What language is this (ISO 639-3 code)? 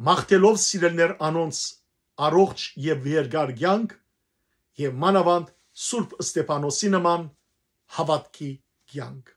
hyw